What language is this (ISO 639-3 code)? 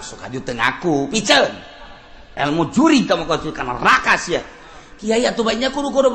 sun